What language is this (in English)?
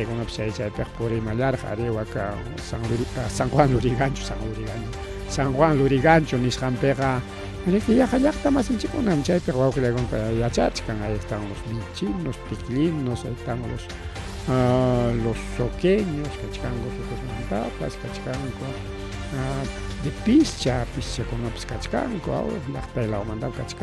Ayacucho Quechua